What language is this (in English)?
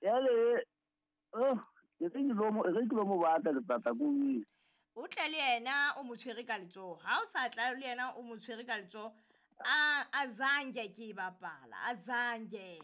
Southern Sotho